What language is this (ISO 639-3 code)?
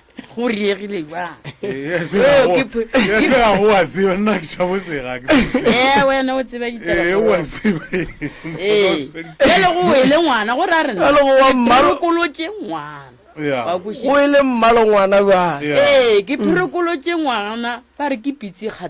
nso